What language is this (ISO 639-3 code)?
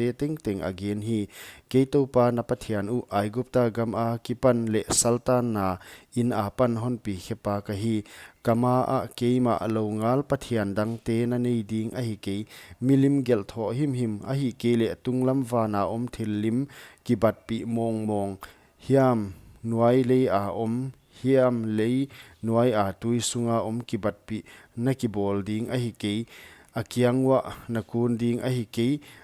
pck